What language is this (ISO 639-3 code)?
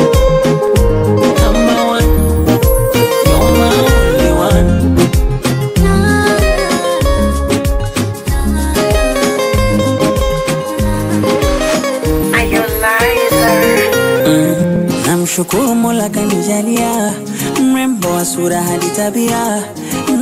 swa